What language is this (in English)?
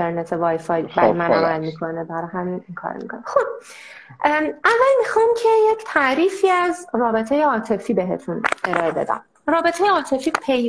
Persian